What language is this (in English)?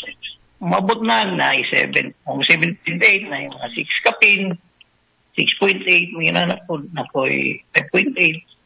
Cebuano